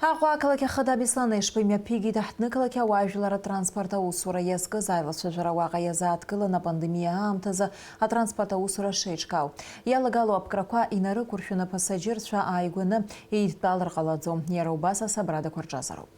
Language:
Abkhazian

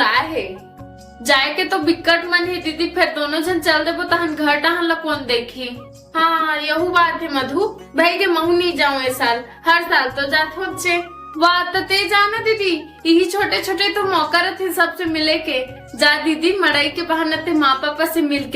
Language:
Chhattisgarhi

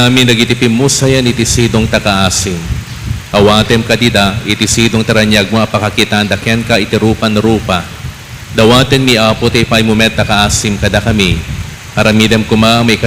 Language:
Iloko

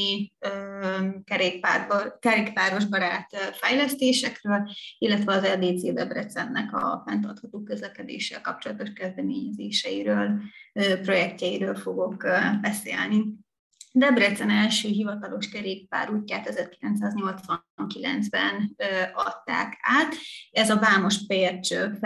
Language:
Hungarian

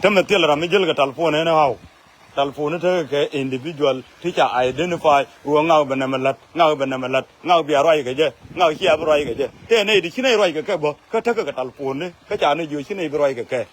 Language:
Nuer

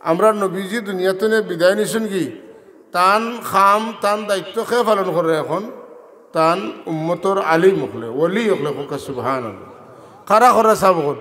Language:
Sylheti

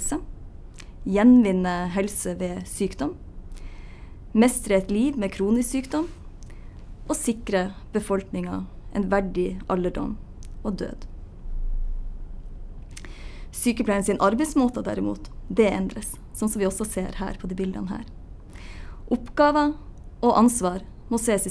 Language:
Norwegian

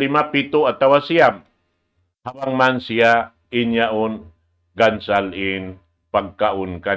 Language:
Tausug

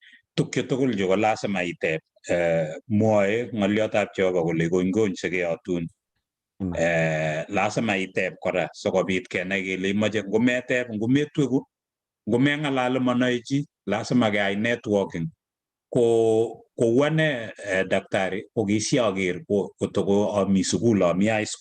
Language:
Kalenjin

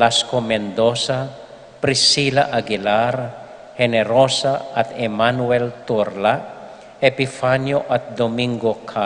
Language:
Pampanga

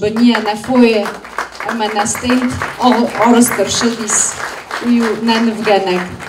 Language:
Ossetic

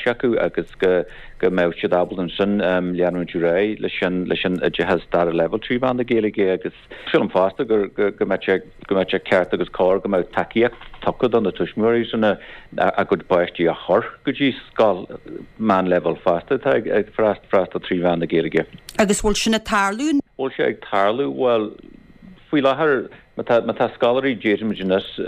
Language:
Irish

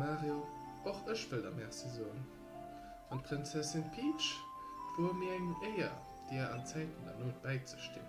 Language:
Luxembourgish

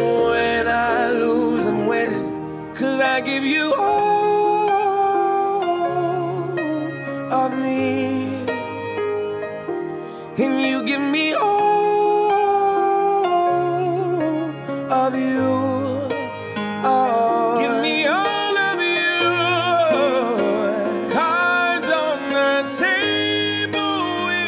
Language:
English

